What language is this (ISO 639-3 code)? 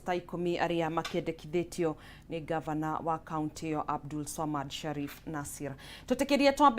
kik